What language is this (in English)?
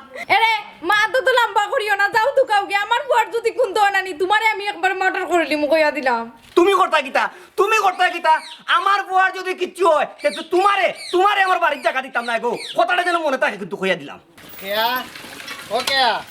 Sylheti